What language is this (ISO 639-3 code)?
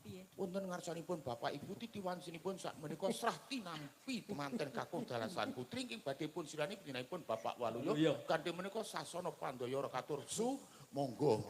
jav